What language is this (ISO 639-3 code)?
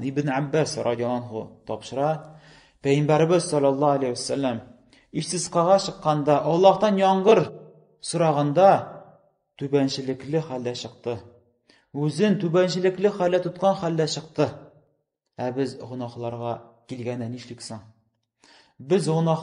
tat